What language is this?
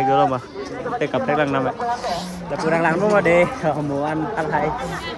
Karbi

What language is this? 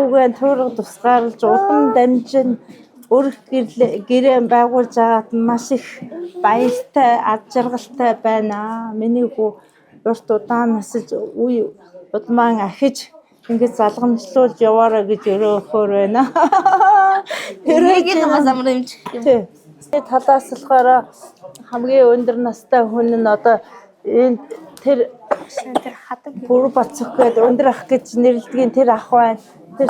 Mongolian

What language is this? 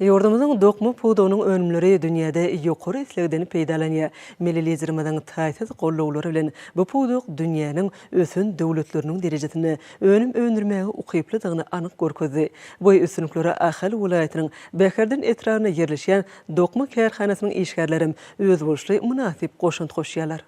Turkmen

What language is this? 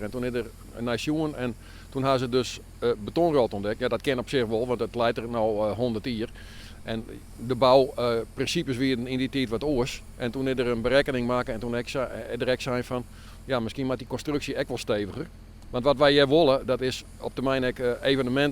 Western Frisian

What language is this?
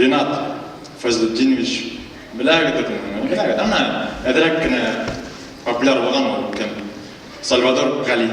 Bashkir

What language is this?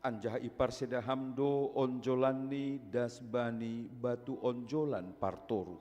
Batak Simalungun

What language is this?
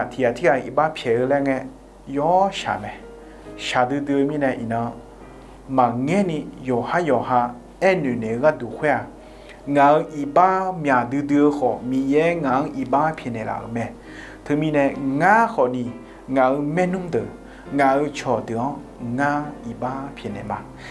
Akha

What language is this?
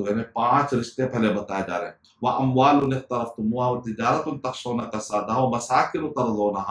Urdu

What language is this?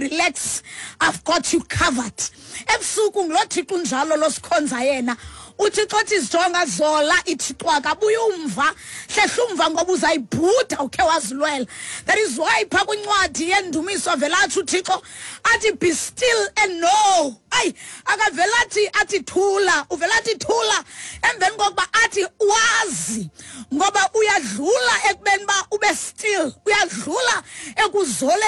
Xhosa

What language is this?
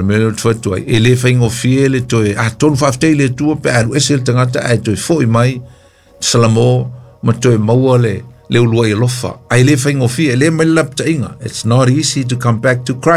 Samoan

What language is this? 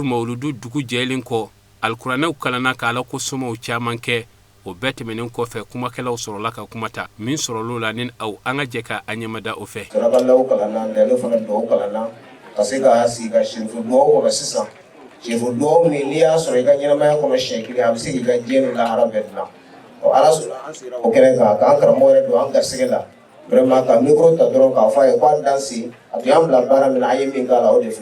Bambara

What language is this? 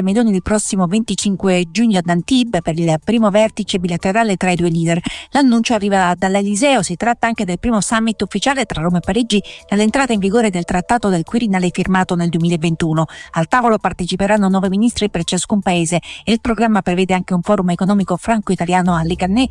Italian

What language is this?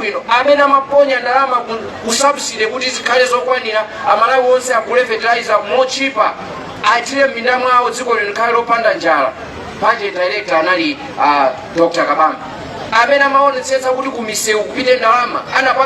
Nyanja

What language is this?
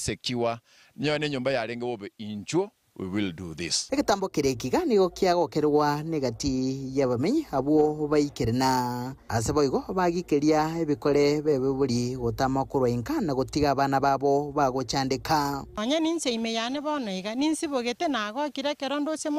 Gusii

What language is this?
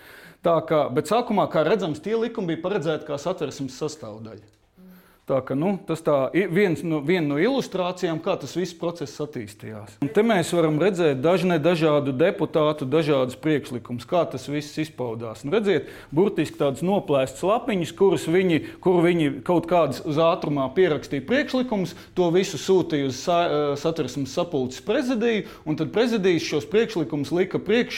Latvian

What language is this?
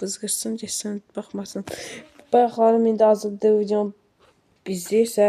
Azerbaijani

